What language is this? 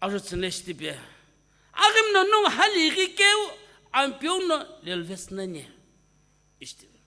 Sumi Naga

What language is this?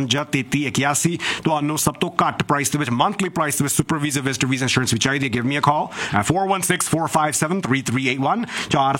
Punjabi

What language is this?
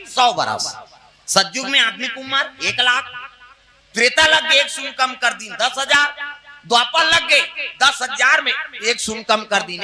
Chhattisgarhi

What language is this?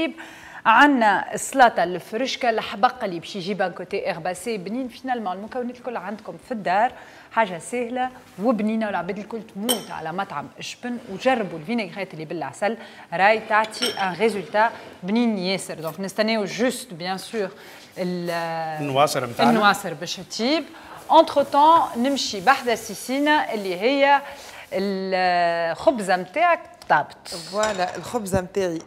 Tunisian Arabic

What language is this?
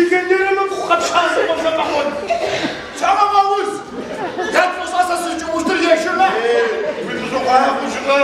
Adyghe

